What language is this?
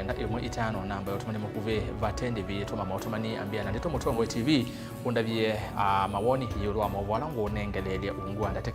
Kamba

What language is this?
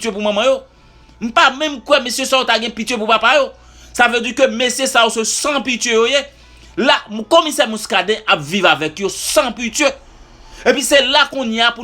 Haitian Creole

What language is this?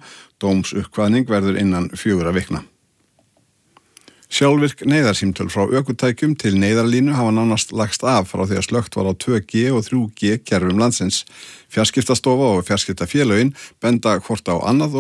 Icelandic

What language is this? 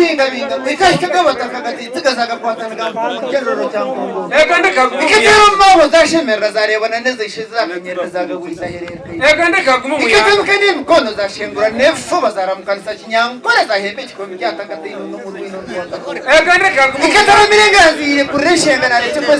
Nyankole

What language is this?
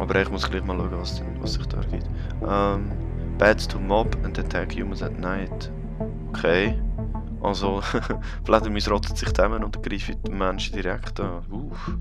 Swiss German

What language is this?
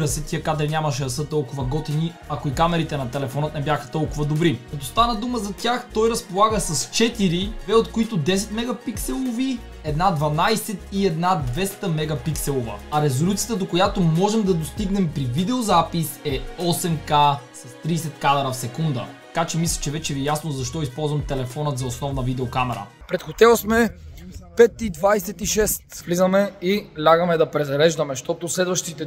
Bulgarian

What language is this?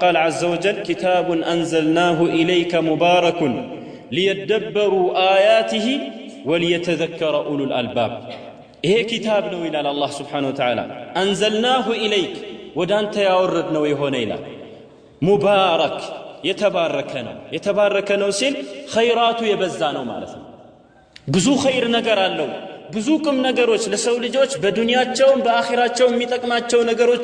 Amharic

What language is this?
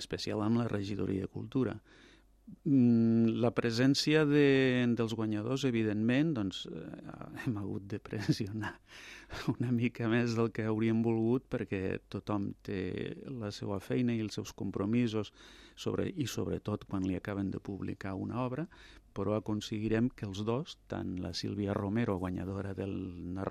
Catalan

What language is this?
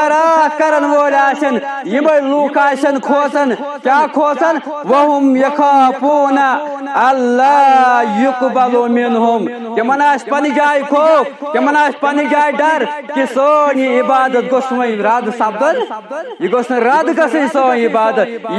Kashmiri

